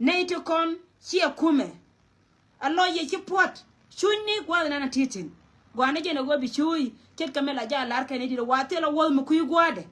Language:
Nuer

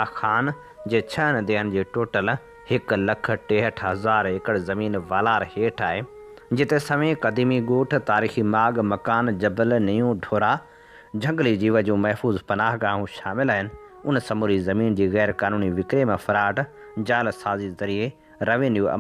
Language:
Sindhi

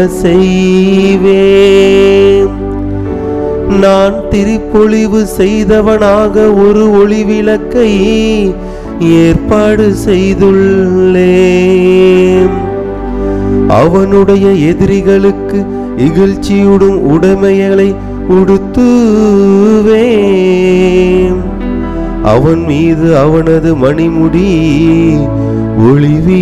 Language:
Tamil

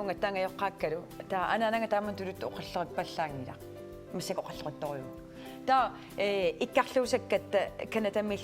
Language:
Kalaallisut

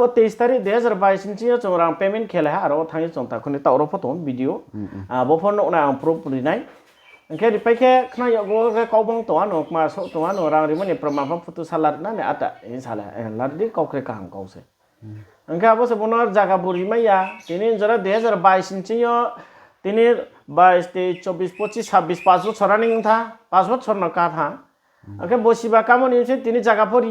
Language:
Riang (India)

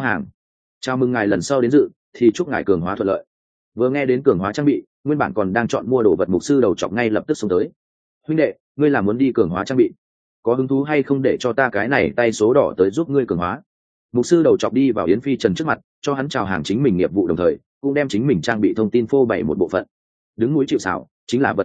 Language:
Vietnamese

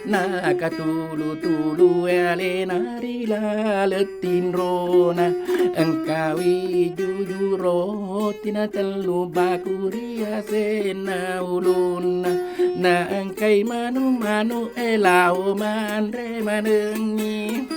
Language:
Buginese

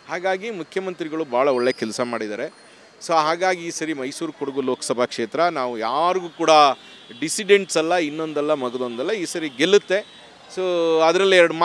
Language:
Kannada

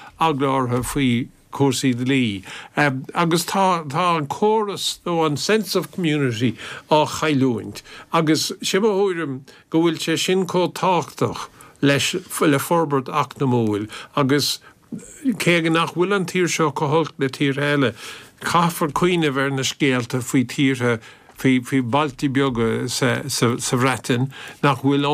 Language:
Irish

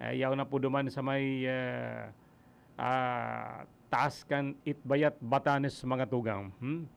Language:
Bikol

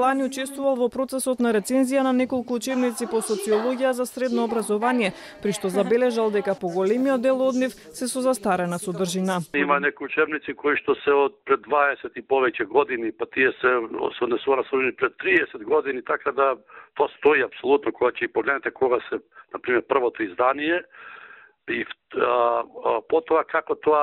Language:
Macedonian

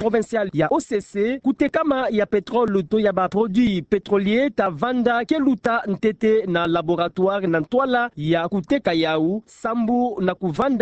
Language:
Kituba (Democratic Republic of Congo)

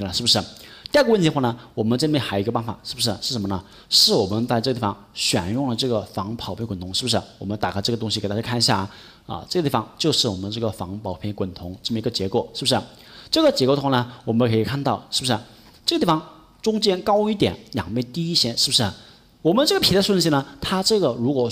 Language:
Chinese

